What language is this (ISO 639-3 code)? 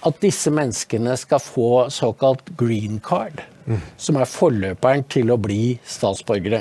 nor